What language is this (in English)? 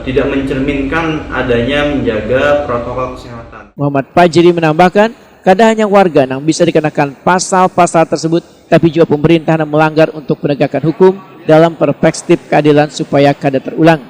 Banjar